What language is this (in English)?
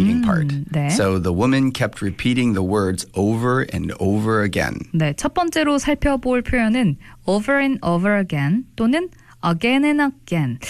Korean